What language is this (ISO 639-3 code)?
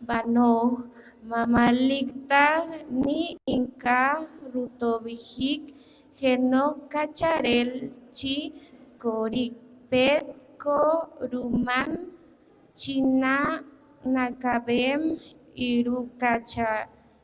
poh